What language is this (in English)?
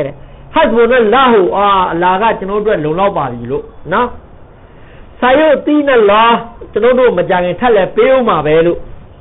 Burmese